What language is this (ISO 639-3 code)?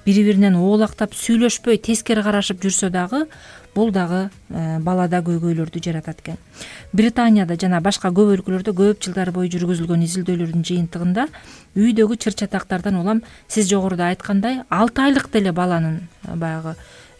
kir